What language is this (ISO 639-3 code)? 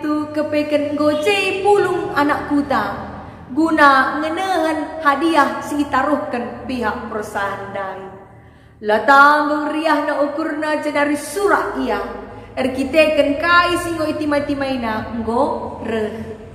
btx